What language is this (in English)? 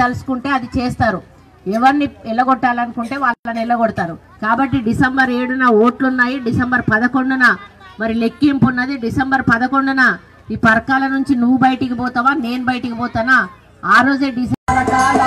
Telugu